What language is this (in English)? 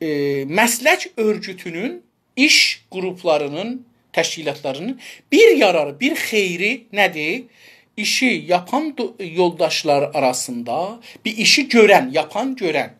South Azerbaijani